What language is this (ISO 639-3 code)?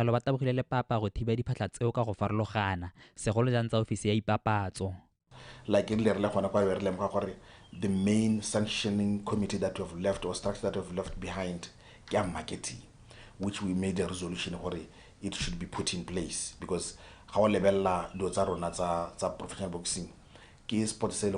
tsn